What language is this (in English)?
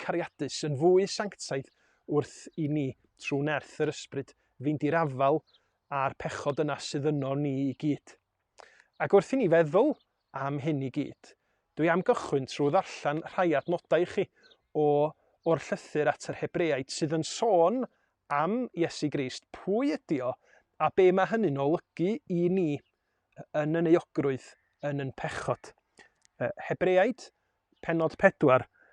Welsh